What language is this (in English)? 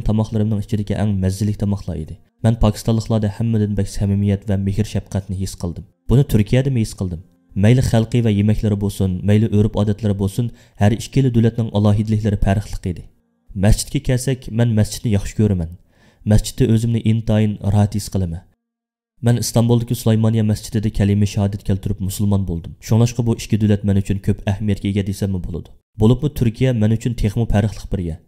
Uyghur